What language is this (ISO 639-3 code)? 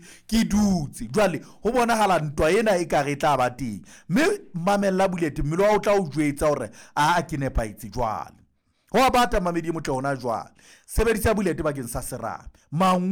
sot